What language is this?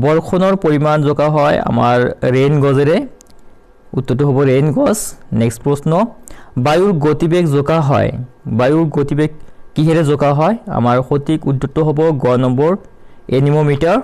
Assamese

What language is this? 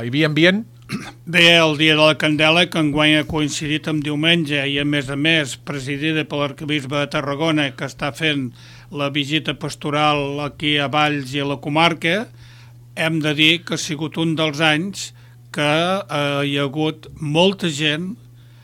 Catalan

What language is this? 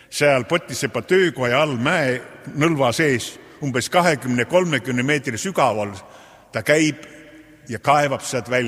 Estonian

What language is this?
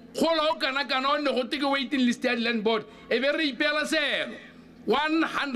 Tswana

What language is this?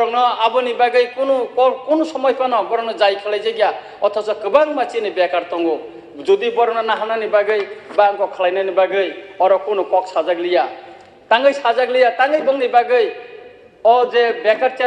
Kok Borok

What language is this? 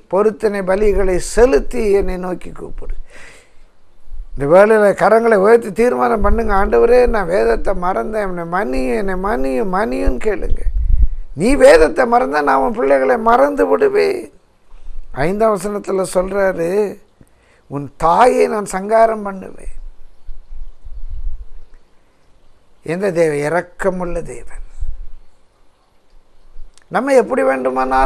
Tamil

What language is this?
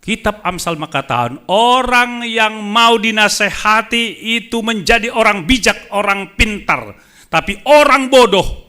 Batak Simalungun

